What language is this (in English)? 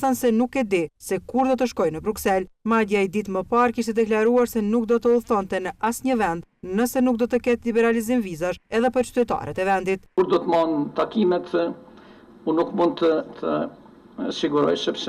Albanian